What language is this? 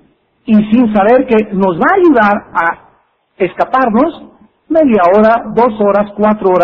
Spanish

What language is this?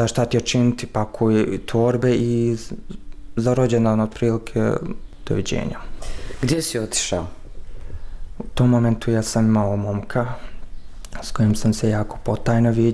Bosnian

